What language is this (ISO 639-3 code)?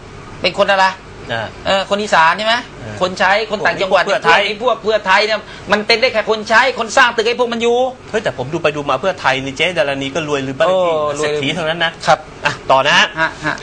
tha